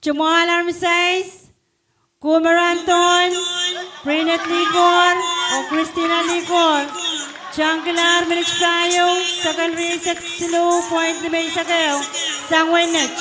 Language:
Pohnpeian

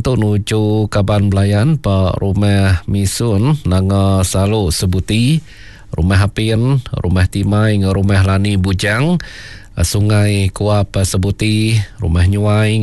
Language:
Iban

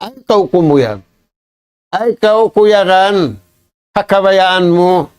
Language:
Tausug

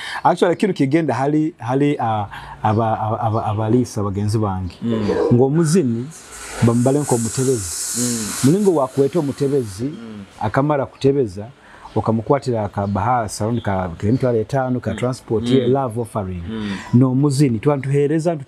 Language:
Nyoro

